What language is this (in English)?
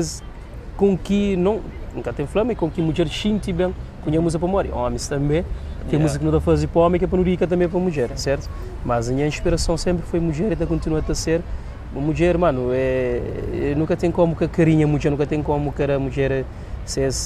Kabuverdianu